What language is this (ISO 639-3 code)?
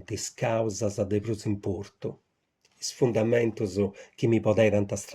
srd